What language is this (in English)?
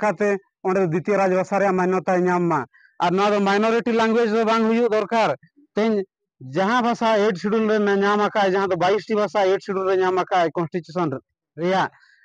Santali